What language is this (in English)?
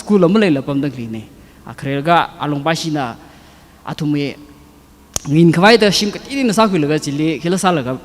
Tangkhul Naga (India)